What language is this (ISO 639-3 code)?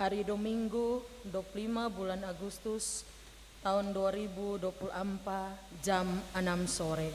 abs